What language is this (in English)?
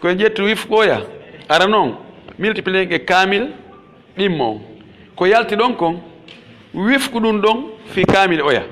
Pular